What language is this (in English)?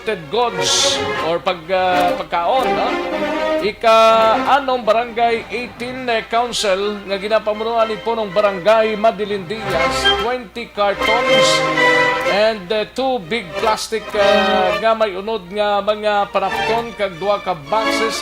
Hiligaynon